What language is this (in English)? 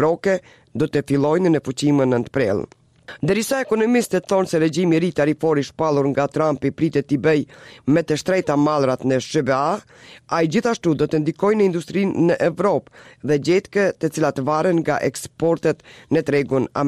Albanian